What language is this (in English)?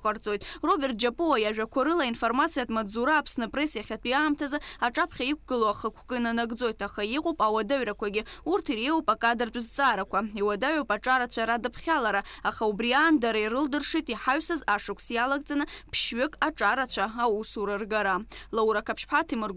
Abkhazian